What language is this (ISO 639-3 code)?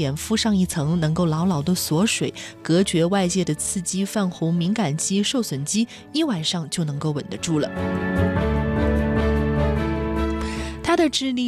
zho